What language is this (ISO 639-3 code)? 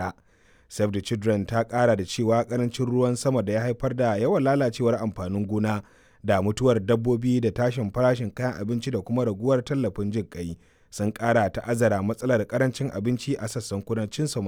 hau